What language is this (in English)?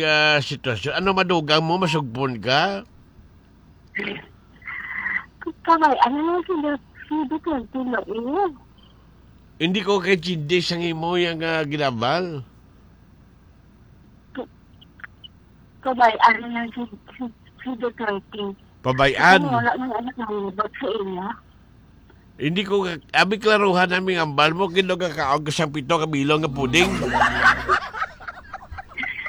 Hiligaynon